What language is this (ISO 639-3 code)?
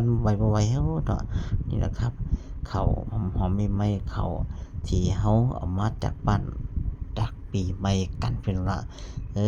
tts